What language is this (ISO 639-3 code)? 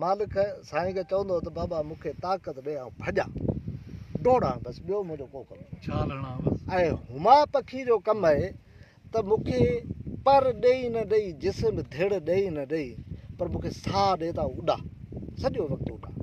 snd